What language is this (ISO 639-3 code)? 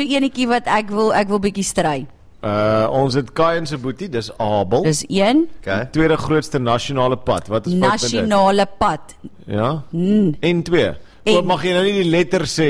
afr